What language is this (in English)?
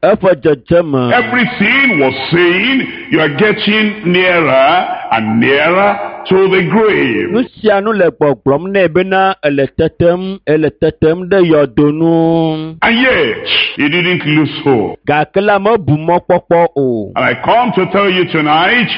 Ewe